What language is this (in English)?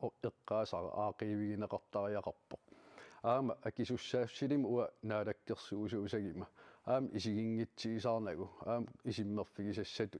Kalaallisut